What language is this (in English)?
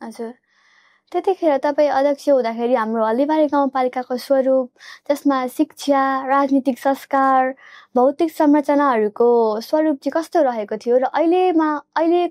Nepali